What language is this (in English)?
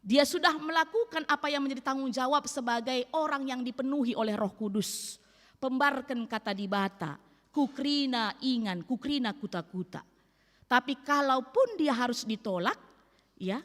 Batak Karo